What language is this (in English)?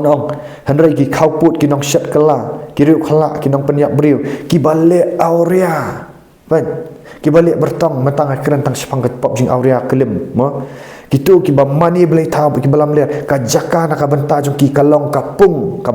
Khasi